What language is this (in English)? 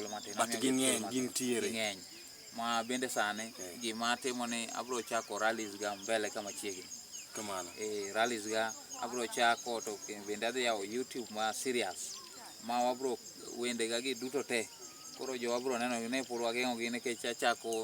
Luo (Kenya and Tanzania)